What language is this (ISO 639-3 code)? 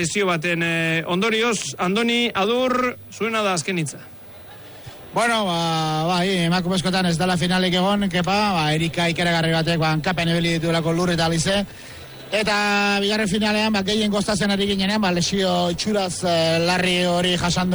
eus